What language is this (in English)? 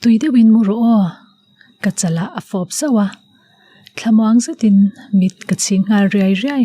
Mizo